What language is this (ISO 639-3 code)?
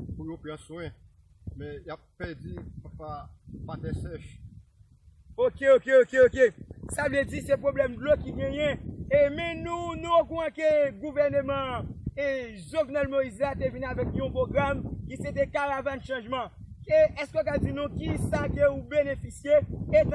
hat